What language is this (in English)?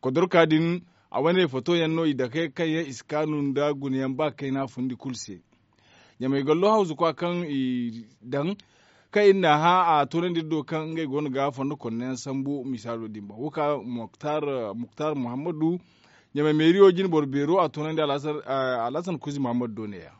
Zarma